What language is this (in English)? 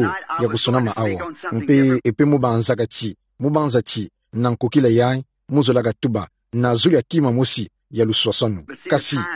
Kituba (Democratic Republic of Congo)